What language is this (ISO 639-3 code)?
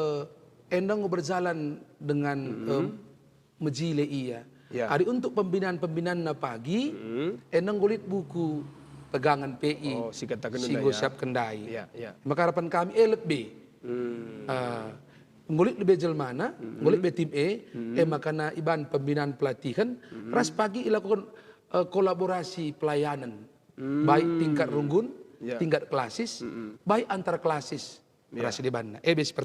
btx